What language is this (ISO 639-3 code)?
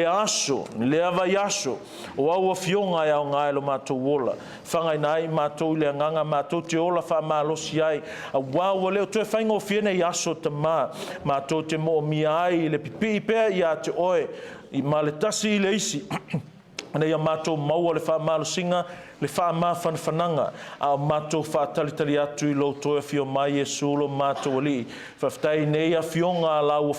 smo